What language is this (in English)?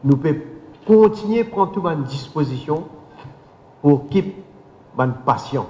Morisyen